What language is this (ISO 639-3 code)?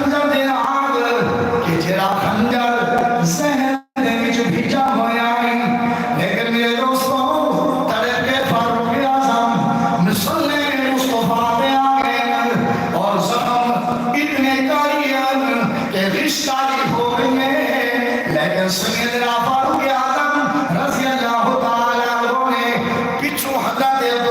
skr